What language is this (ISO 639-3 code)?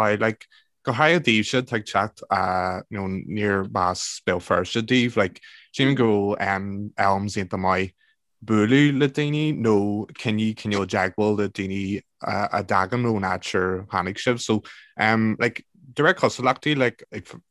gle